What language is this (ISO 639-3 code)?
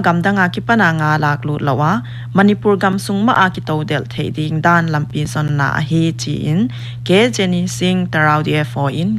pck